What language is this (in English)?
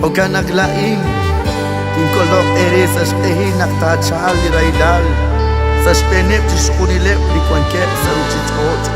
Kekchí